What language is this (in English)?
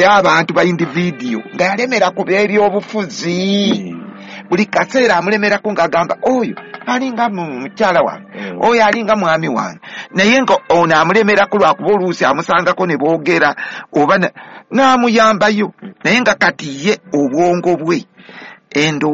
Ganda